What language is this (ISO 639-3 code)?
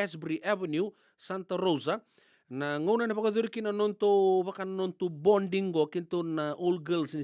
fij